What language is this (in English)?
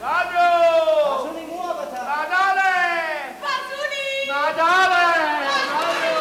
Neapolitan